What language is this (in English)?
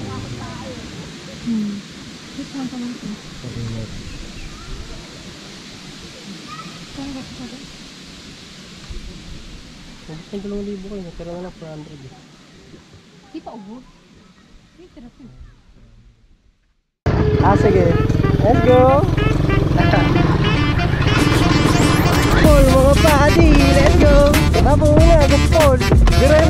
Filipino